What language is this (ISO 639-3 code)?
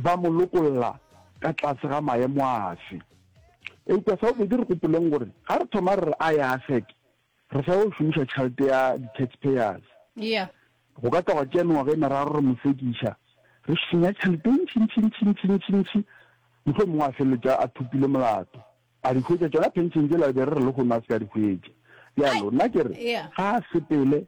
nso